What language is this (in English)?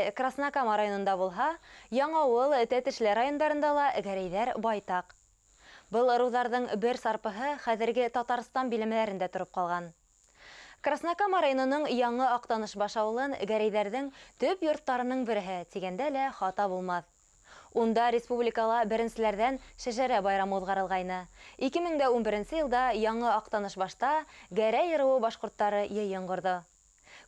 Bashkir